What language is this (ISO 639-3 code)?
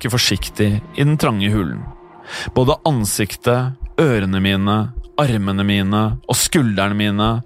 nor